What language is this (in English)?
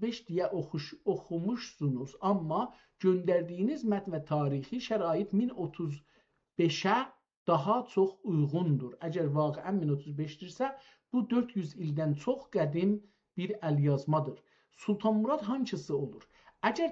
South Azerbaijani